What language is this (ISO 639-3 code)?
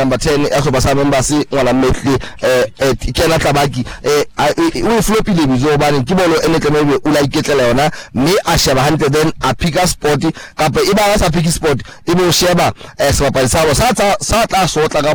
sot